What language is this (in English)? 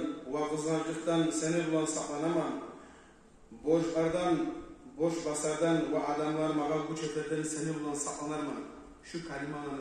Kumyk